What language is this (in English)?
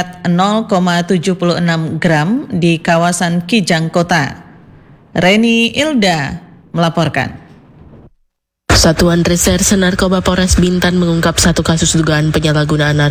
Indonesian